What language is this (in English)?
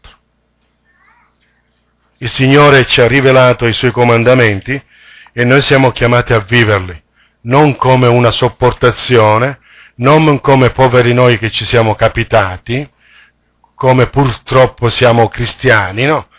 Italian